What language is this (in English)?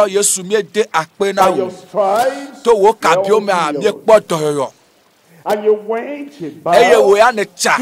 Ewe